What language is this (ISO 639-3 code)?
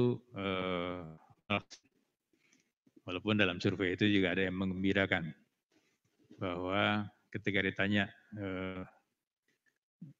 ind